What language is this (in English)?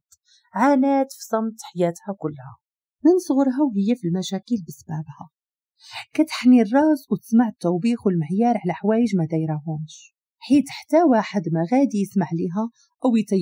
Moroccan Arabic